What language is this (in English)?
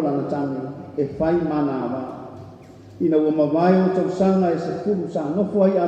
Samoan